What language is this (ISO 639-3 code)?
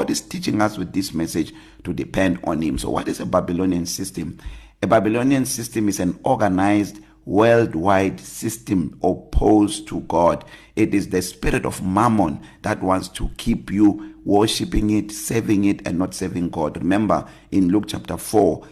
eng